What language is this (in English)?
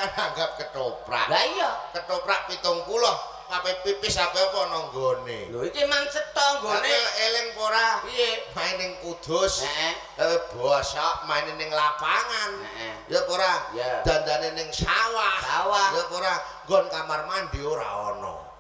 Javanese